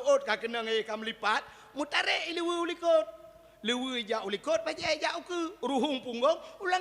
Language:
Achinese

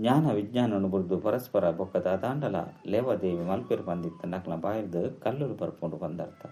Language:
Tulu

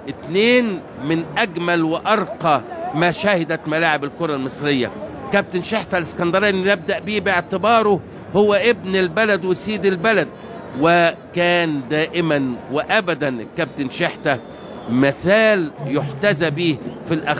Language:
Egyptian Arabic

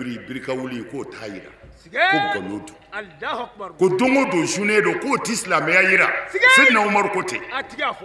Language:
Bambara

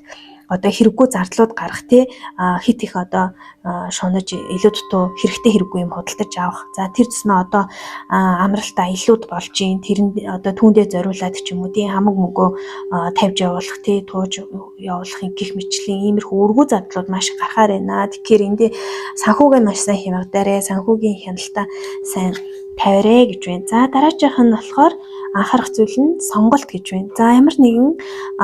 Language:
Mongolian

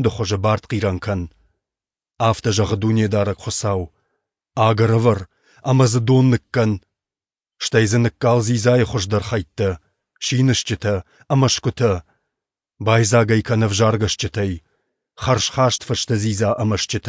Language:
Ossetic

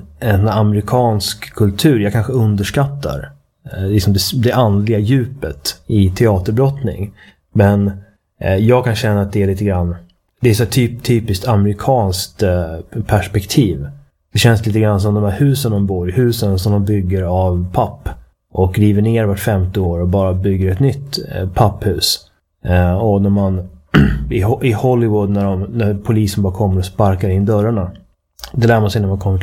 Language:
Swedish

